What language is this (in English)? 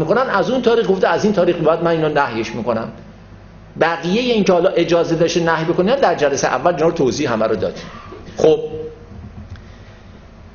Persian